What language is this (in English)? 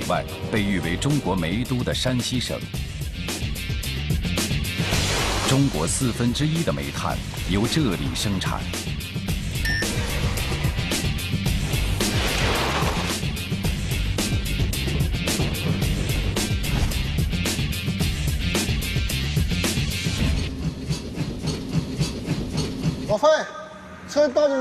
Chinese